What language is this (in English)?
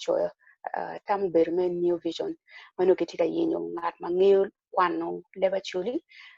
Acoli